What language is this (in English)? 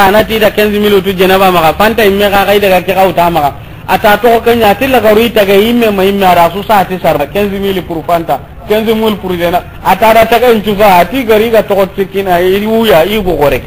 Soninke